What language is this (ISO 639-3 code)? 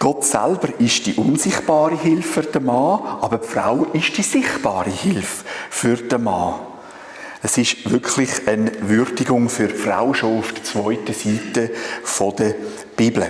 gsw